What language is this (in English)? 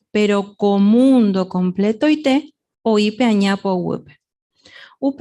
Guarani